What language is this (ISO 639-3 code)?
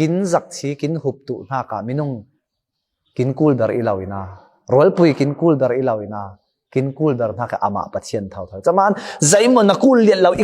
cfm